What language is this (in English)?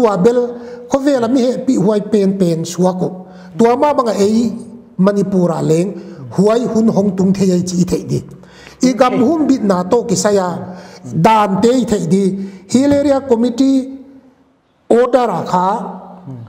Paite Chin